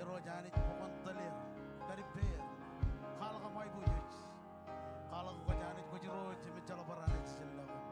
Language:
Marshallese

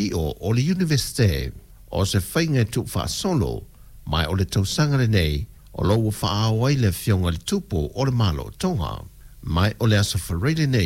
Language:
Samoan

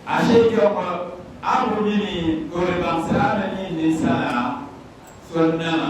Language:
Dagbani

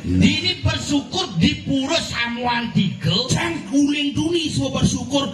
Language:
Balinese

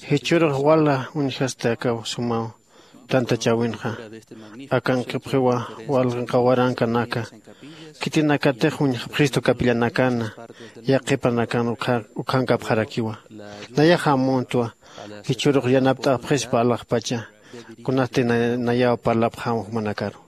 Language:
Aymara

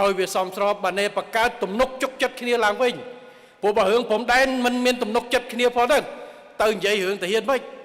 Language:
Khmer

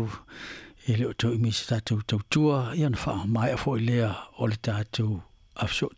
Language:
Samoan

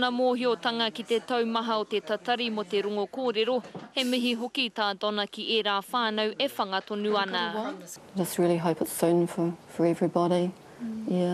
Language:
Māori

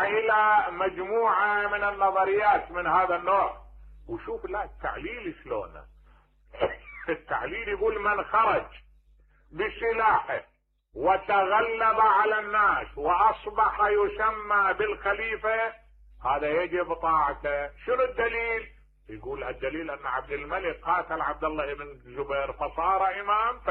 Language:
Mesopotamian Arabic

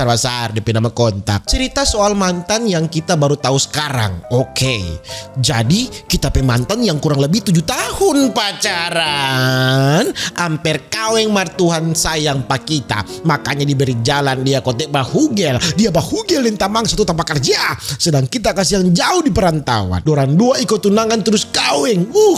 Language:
Manado Malay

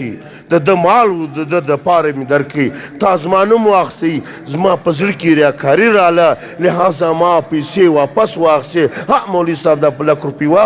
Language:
Pashto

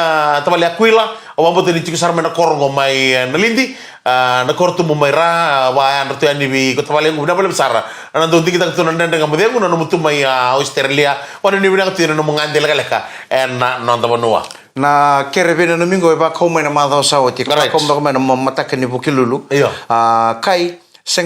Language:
Fijian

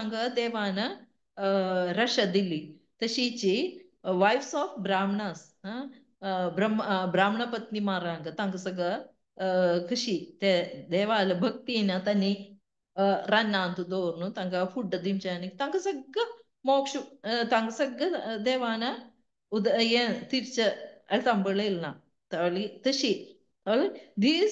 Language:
Konkani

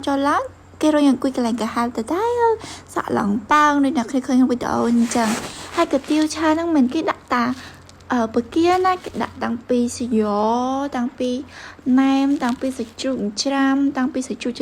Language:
Khmer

